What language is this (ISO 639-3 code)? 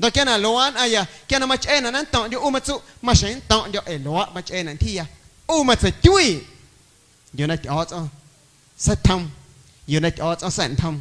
amu